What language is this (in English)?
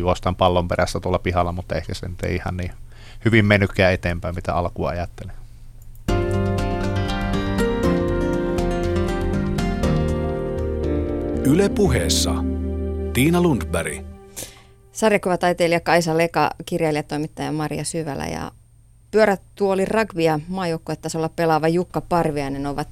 Finnish